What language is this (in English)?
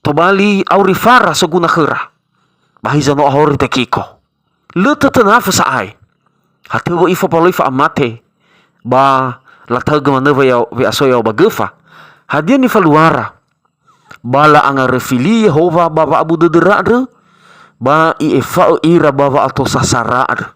Nias